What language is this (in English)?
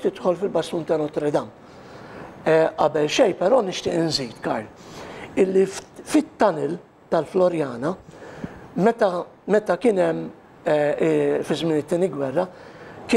Maltese